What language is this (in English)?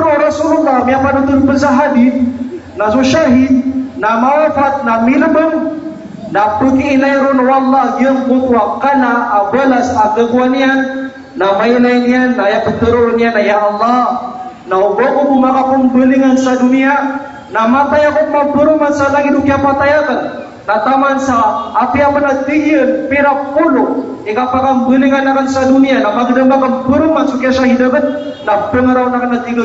Maranao